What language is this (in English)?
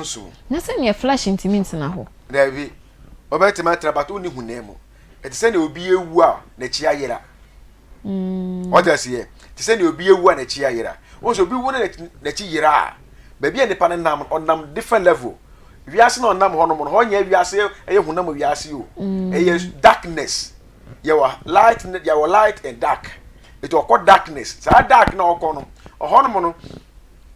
Akan